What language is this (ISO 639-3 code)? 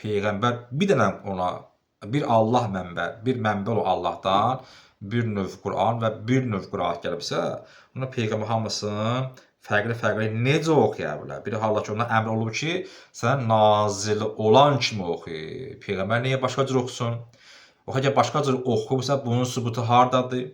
aze